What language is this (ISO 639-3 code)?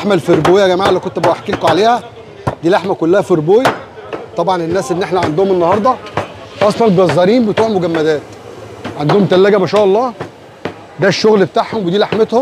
arz